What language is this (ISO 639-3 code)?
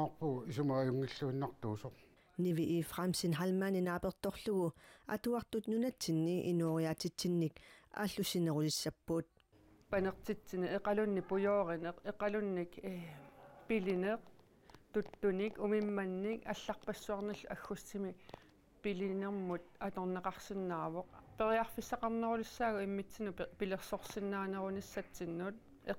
kal